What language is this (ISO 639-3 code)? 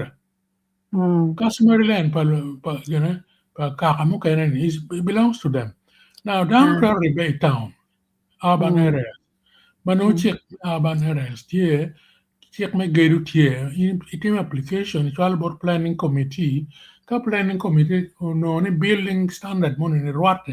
ach